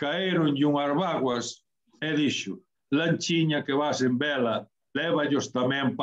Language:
Galician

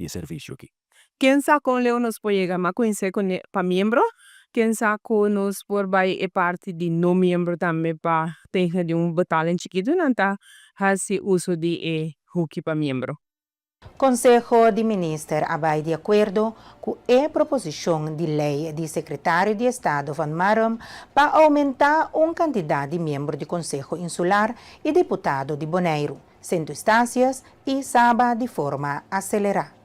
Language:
Papiamento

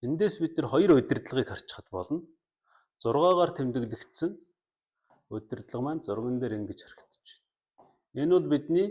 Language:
Mongolian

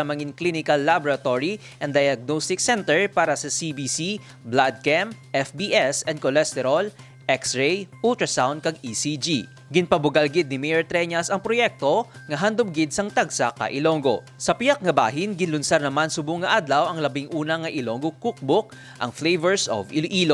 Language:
Hiligaynon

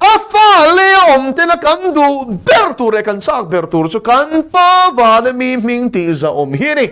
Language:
Mizo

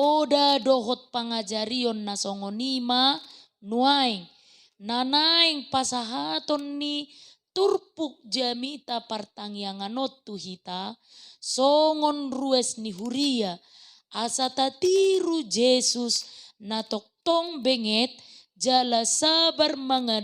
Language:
Batak Toba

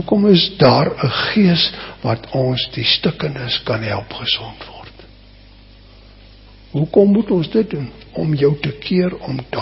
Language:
Afrikaans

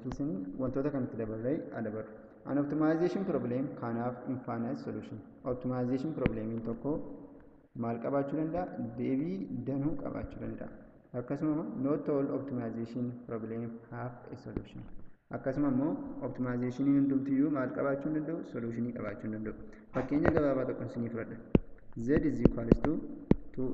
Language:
Oromo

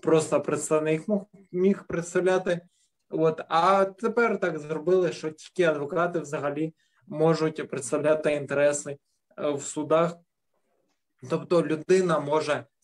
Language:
Ukrainian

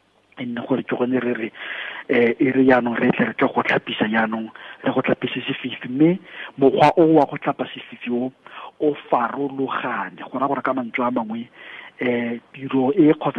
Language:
Tswana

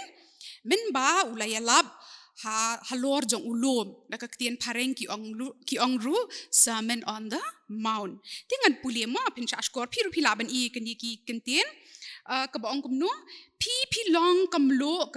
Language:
Khasi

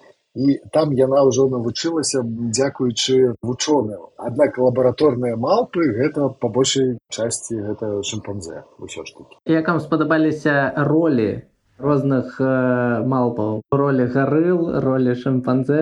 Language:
Belarusian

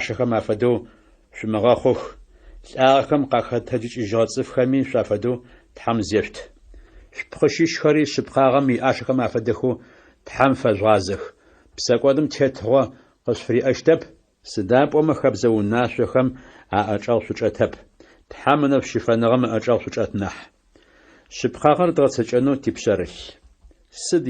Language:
Adyghe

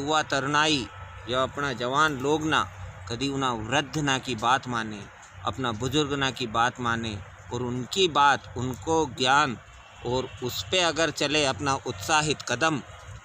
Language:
Rajasthani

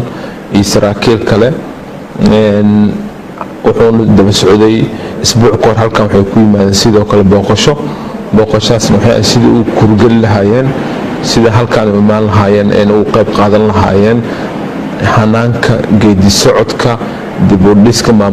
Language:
Somali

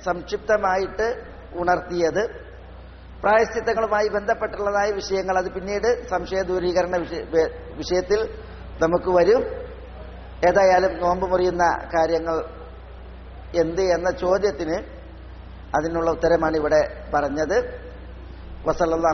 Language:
Malayalam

